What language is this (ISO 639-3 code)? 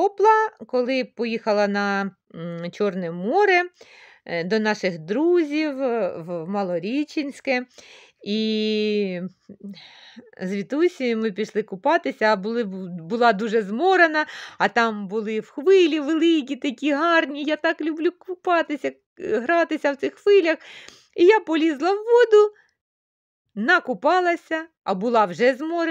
ukr